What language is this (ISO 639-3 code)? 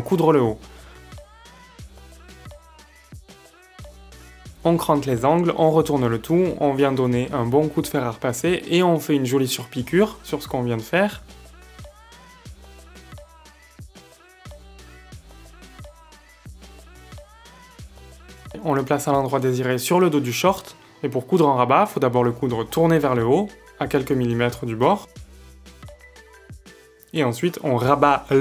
fra